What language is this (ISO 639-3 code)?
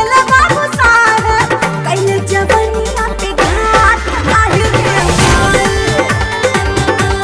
bho